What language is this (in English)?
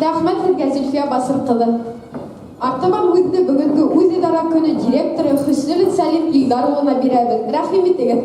Bashkir